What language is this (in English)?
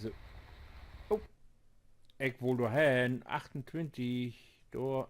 Low German